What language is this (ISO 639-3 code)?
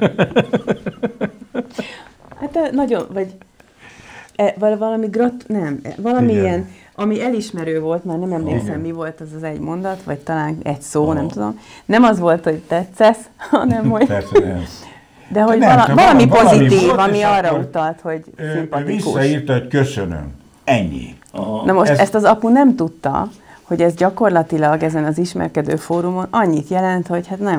hun